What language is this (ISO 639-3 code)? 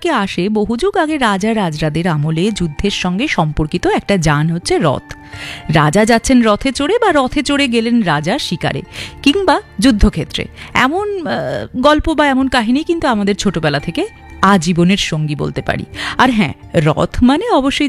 ben